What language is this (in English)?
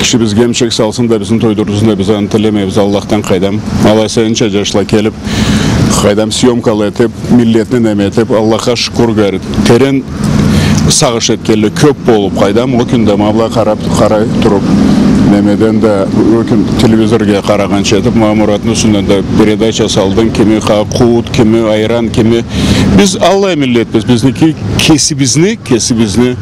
Karachay-Balkar